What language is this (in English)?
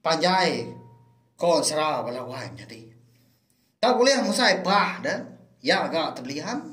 Iban